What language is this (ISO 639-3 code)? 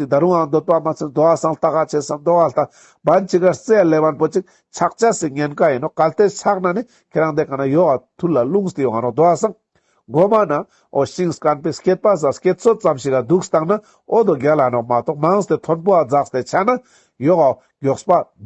lbj